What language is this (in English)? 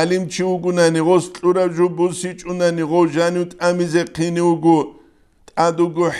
Avaric